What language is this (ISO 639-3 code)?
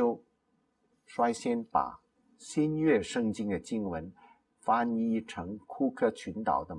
zho